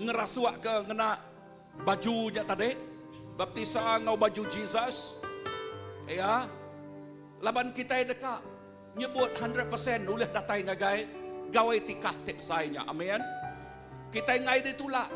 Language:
Iban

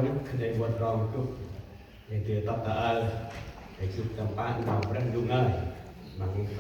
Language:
Central Mnong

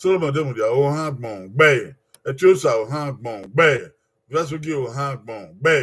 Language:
Bini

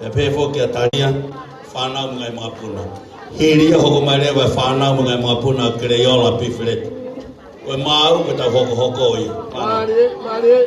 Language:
Tongan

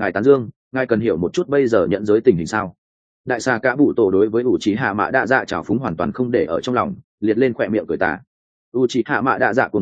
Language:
Vietnamese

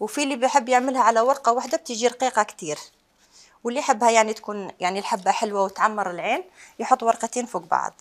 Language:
Algerian Arabic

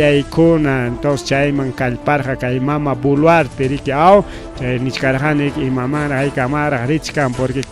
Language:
Ayacucho Quechua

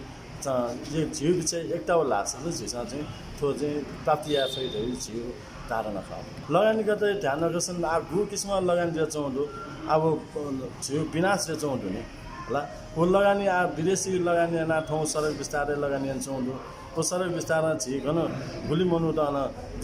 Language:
Newari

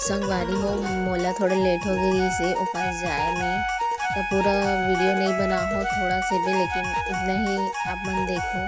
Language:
Chhattisgarhi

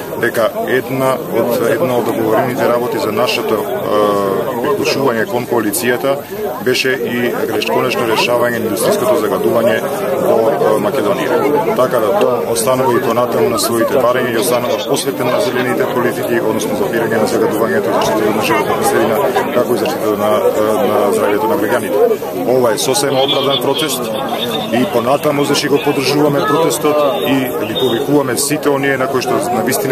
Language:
Macedonian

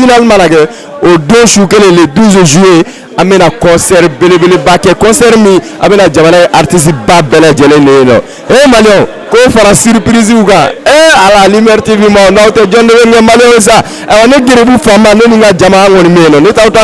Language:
Bambara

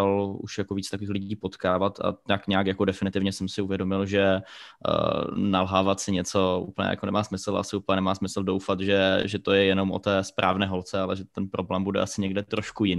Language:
Czech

